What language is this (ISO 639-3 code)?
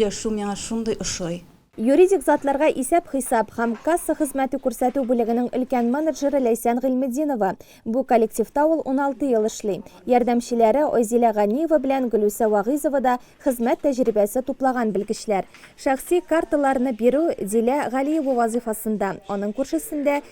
tat